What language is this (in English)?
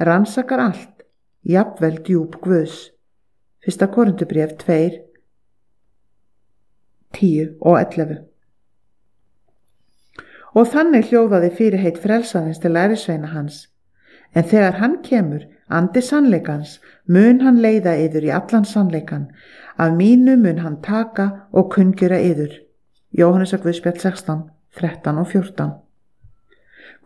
Icelandic